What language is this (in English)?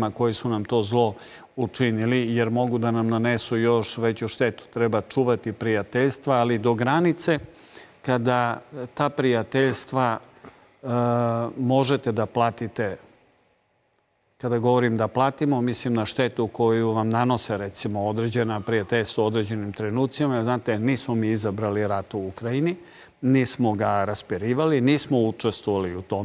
Serbian